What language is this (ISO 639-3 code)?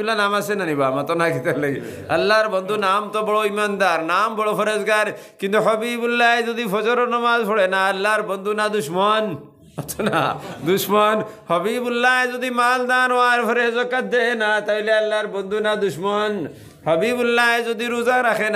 syl